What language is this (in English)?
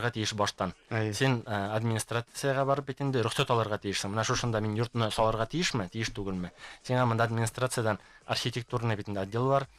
Bashkir